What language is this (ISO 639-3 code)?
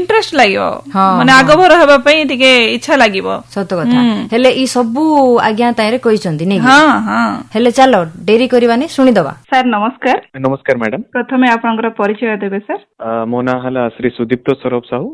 ori